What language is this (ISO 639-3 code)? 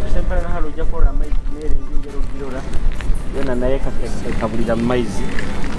nyo